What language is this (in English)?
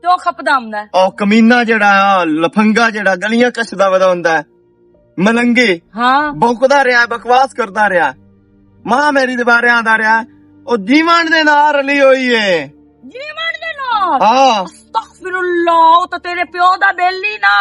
Western Panjabi